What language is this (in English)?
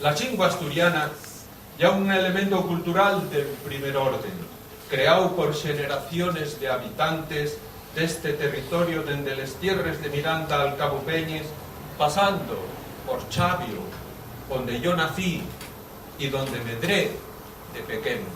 Asturian